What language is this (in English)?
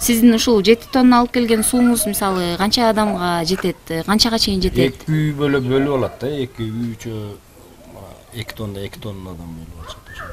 Kyrgyz